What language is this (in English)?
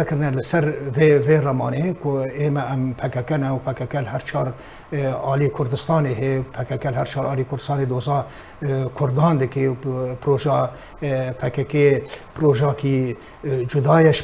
Kurdish